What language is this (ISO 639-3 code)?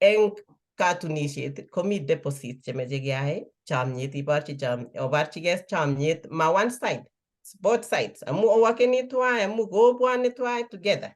kln